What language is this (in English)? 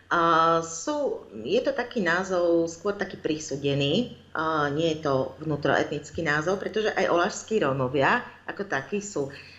Slovak